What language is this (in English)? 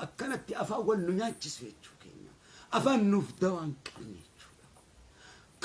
Oromo